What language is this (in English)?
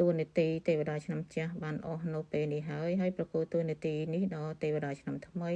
Khmer